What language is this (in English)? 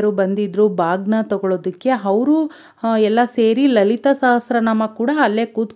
Kannada